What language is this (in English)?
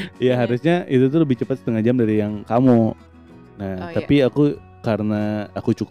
Indonesian